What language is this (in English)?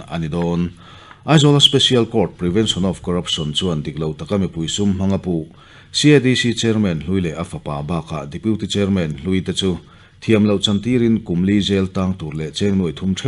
Mizo